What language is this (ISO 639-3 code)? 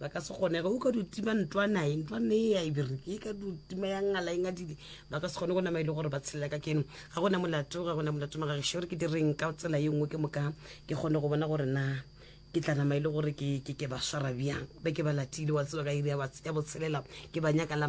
nso